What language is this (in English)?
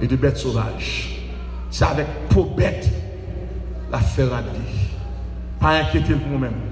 Haitian Creole